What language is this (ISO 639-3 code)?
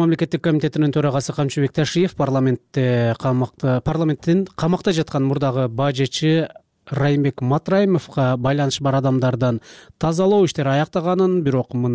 kir